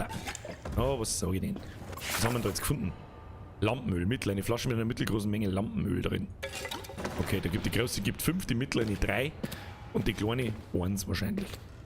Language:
Bavarian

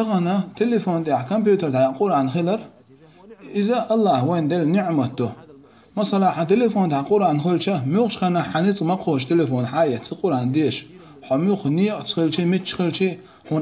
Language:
Chechen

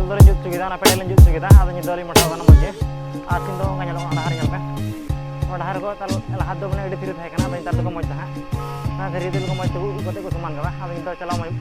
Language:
Santali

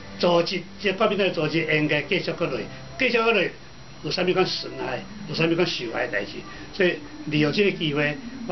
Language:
Min Nan Chinese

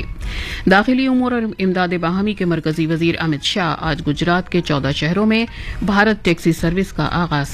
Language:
Urdu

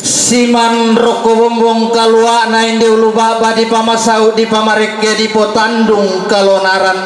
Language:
Toraja-Sa'dan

